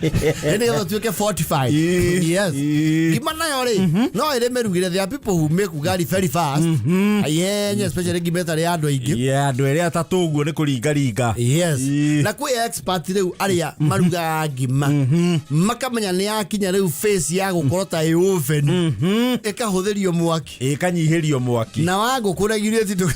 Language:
Kikuyu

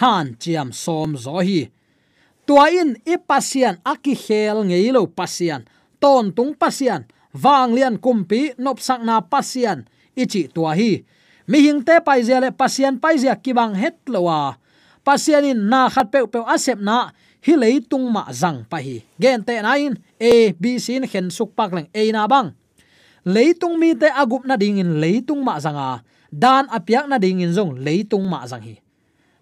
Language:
Tedim Chin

